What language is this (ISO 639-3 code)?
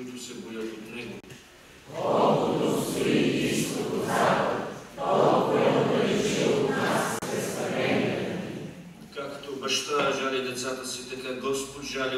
bul